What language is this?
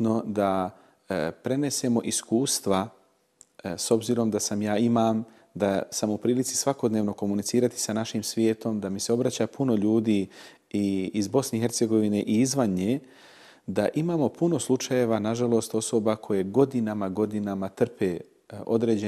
Bosnian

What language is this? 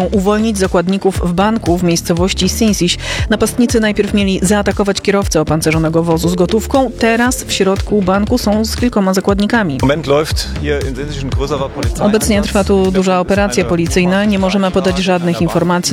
Polish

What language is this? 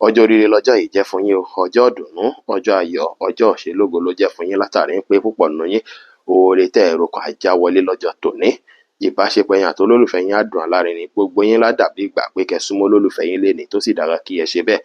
Yoruba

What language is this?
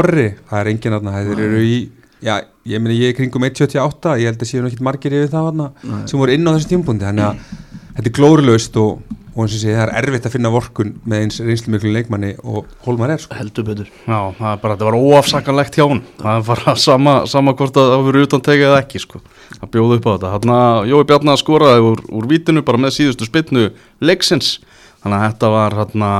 Icelandic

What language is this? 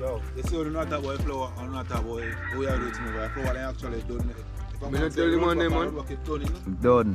Jamaican Creole English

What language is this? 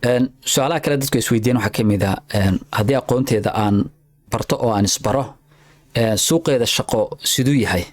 Somali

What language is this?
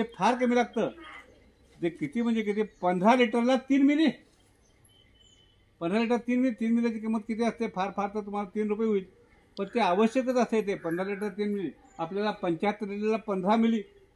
Marathi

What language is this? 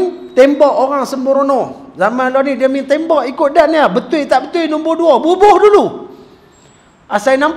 Malay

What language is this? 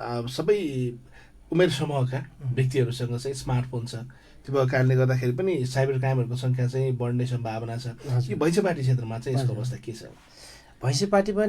Nepali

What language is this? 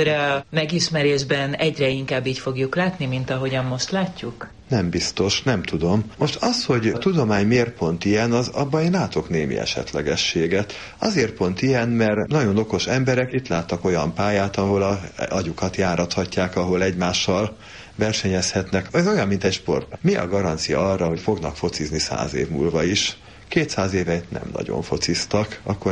Hungarian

